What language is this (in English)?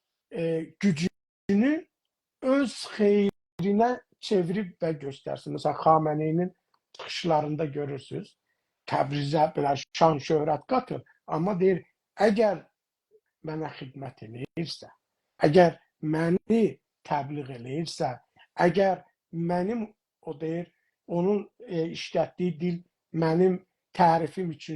South Azerbaijani